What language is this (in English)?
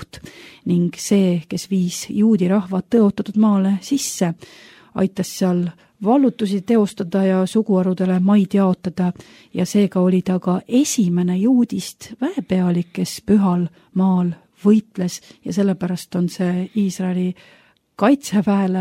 Estonian